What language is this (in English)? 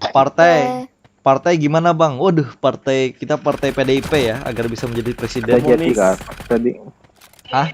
Banjar